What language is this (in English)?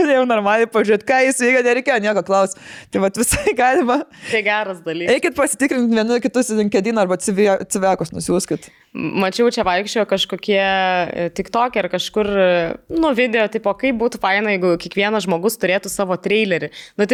Lithuanian